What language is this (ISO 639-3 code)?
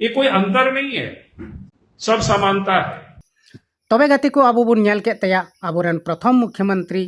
sat